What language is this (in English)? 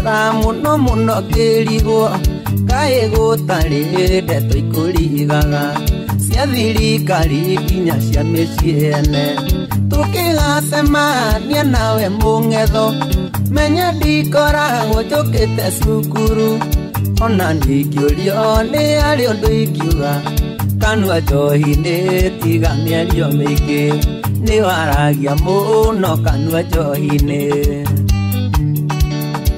Kikuyu